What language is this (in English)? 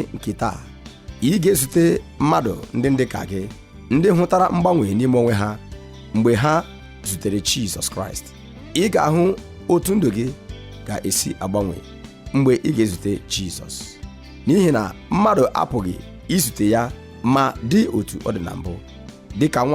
Igbo